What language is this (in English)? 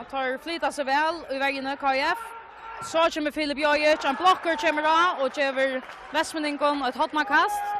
Faroese